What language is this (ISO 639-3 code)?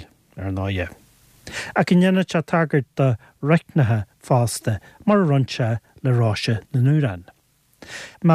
gle